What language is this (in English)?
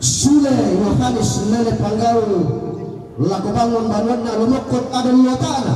Toraja-Sa'dan